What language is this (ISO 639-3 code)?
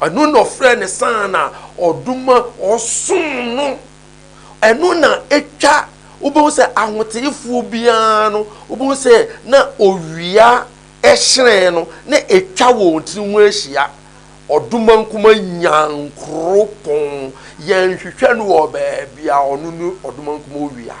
aka